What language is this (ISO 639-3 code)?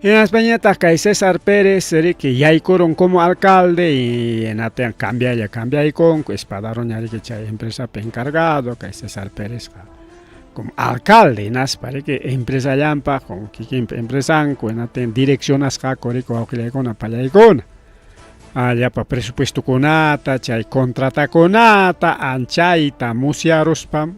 quy